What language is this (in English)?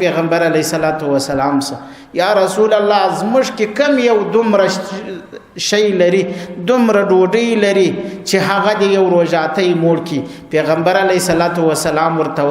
Pashto